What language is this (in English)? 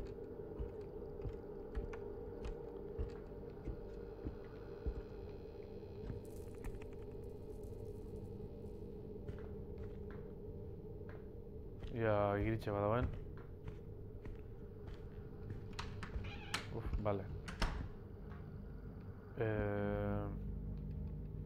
Basque